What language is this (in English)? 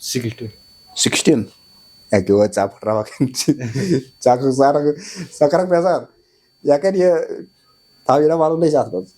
Kashmiri